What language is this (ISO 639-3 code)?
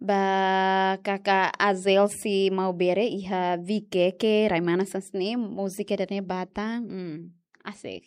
tet